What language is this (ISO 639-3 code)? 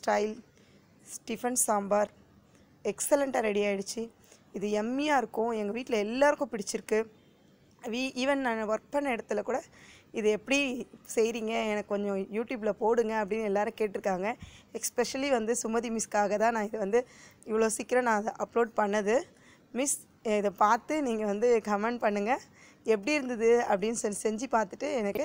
tam